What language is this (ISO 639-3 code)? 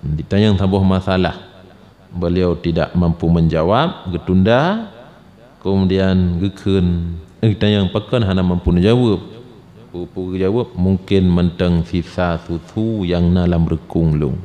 ace